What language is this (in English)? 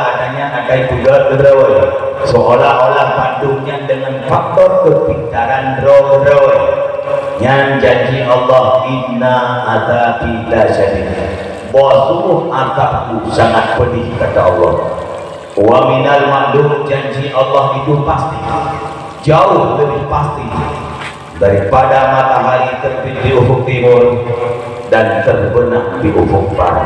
Achinese